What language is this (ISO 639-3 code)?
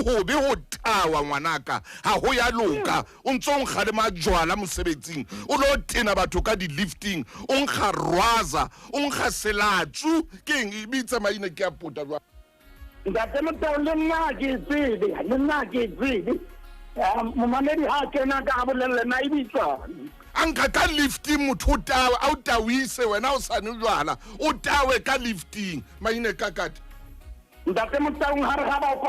sot